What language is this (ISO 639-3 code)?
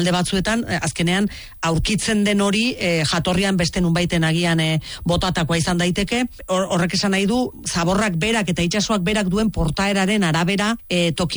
eus